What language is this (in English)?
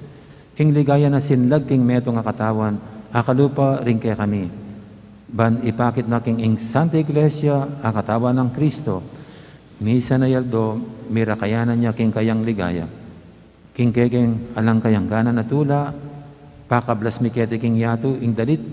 Pampanga